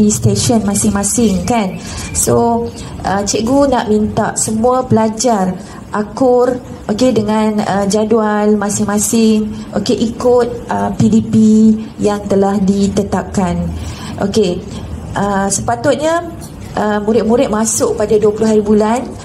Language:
Malay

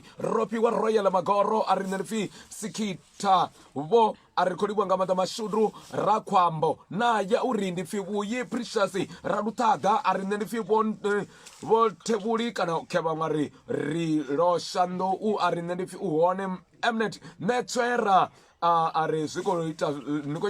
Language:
Venda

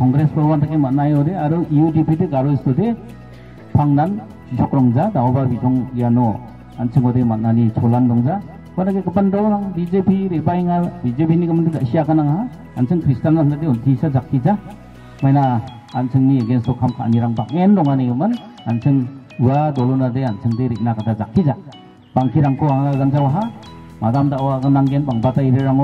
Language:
Garo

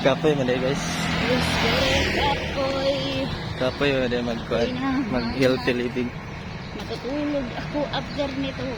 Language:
Cebuano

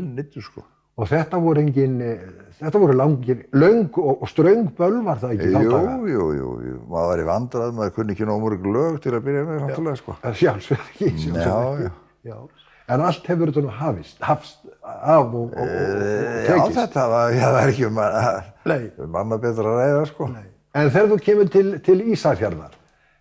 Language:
Icelandic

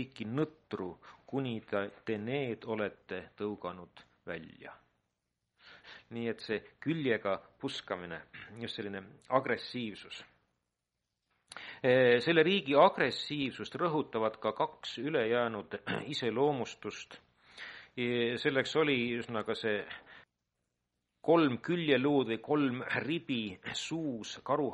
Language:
Estonian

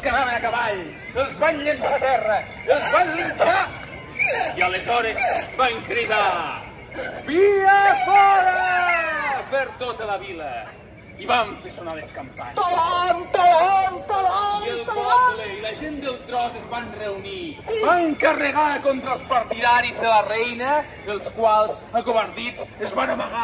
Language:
Catalan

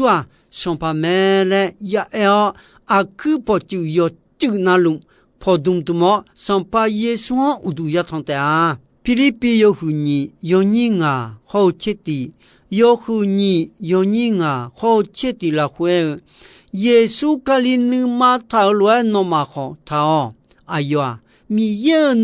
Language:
Akha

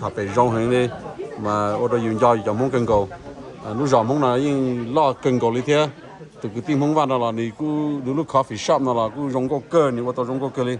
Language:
Hmong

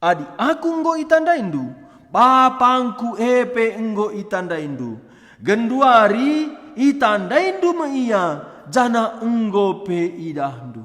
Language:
Batak Karo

